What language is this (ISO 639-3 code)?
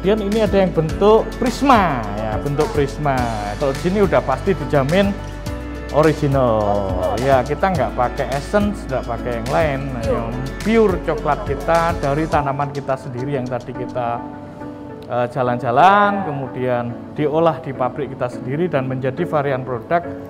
ind